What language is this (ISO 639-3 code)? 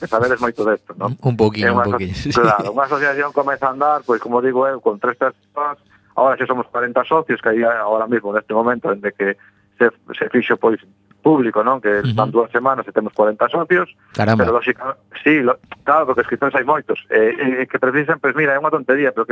glg